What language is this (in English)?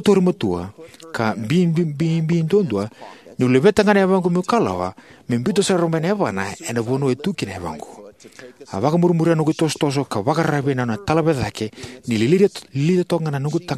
Fijian